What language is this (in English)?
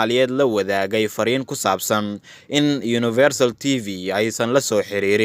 Somali